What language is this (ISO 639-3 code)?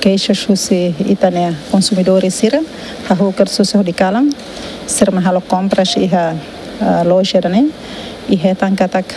tet